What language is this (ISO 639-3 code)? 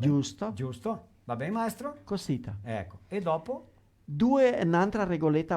vec